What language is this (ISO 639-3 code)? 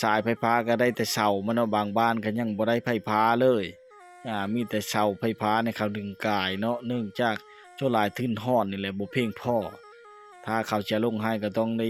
lao